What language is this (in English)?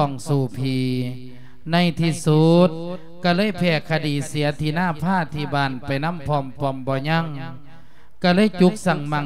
Lao